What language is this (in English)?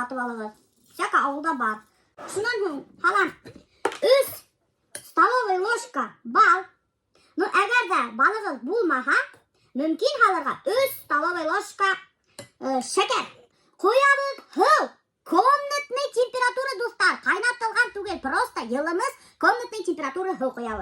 Bashkir